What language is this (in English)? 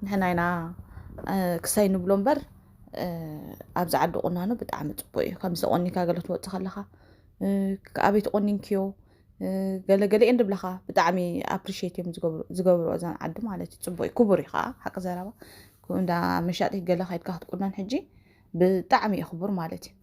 Tigrinya